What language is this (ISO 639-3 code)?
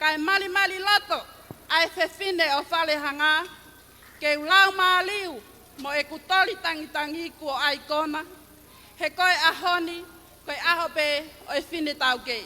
ton